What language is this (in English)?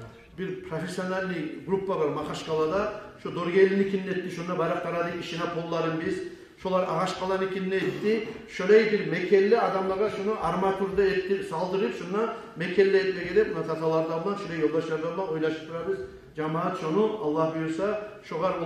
Kumyk